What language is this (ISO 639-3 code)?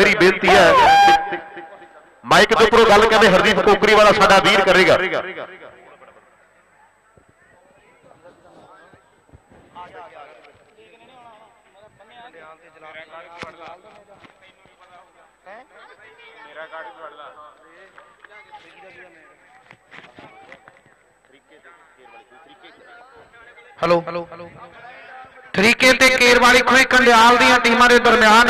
pan